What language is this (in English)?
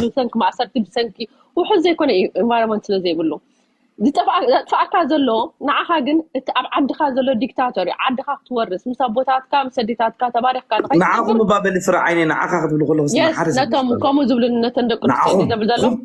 Tigrinya